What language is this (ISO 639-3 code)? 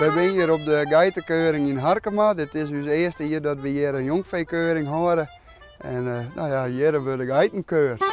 fry